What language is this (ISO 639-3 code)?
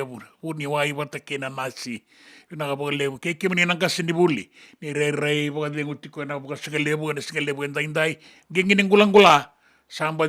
fij